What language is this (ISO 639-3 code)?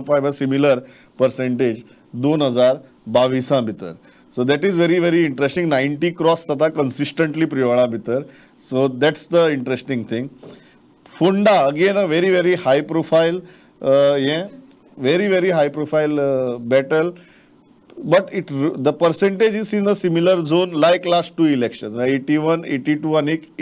kok